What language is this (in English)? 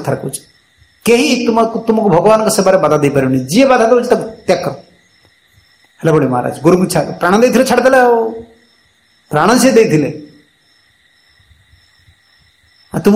Odia